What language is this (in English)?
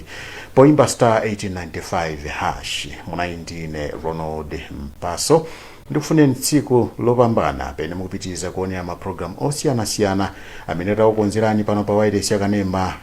Nyanja